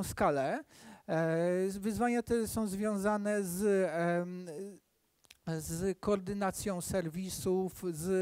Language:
Polish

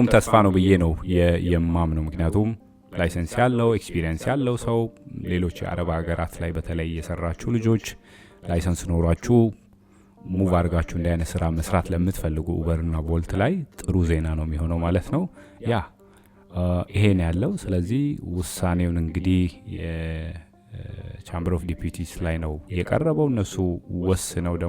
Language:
Amharic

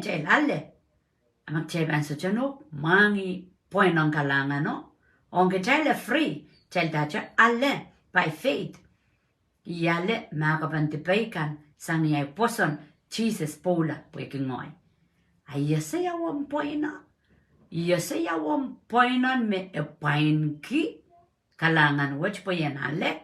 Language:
Pohnpeian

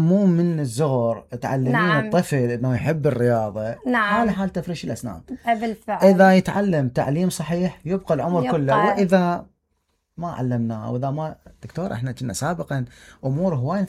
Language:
Mesopotamian Arabic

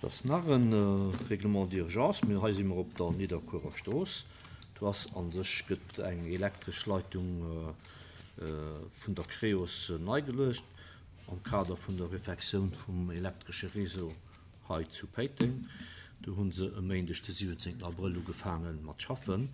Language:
Luxembourgish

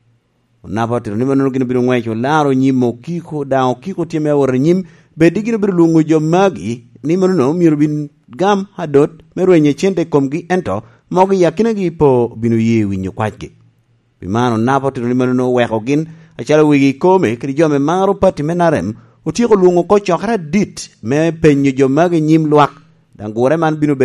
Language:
Lango (Uganda)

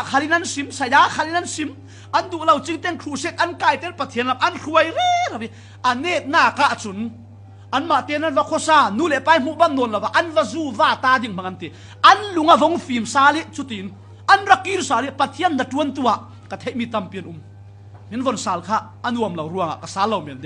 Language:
Falam Chin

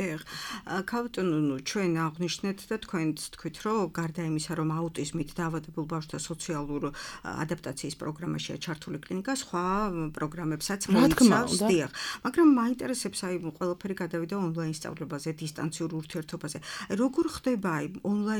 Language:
Georgian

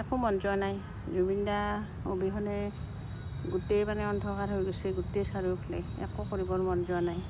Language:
Assamese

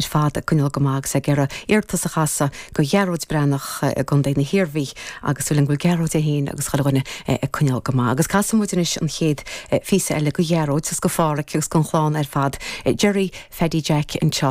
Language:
Irish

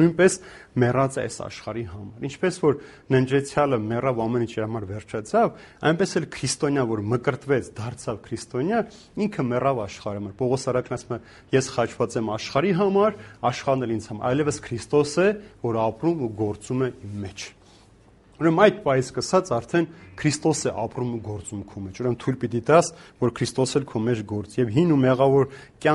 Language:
Armenian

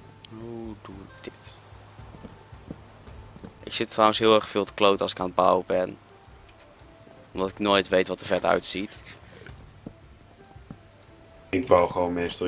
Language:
Dutch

